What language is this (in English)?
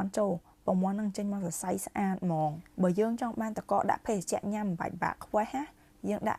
Khmer